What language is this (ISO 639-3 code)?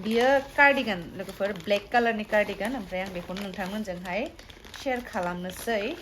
brx